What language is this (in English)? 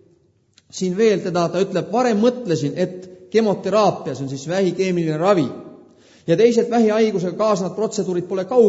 Estonian